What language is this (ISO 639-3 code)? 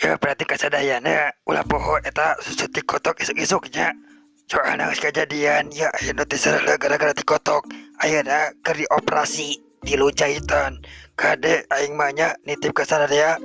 sun